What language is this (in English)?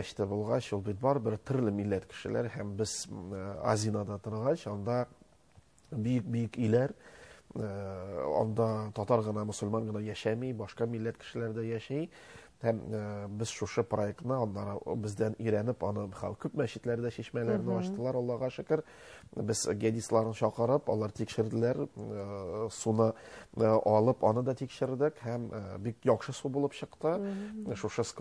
Tatar